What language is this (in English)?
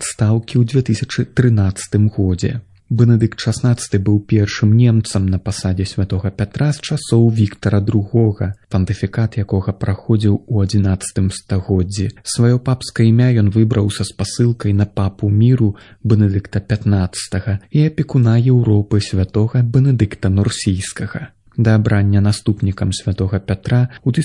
Belarusian